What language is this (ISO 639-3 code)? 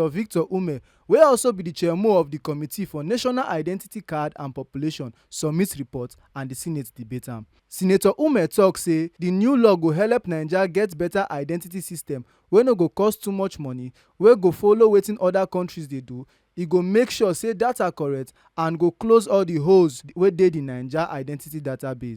pcm